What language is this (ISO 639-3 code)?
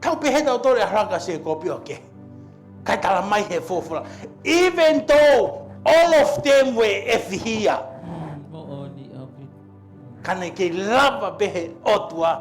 ton